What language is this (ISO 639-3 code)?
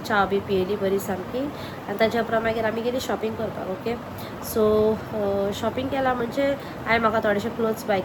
kok